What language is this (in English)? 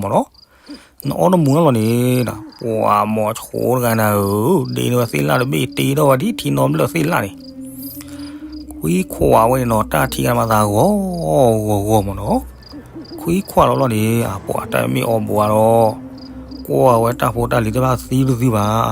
S'gaw Karen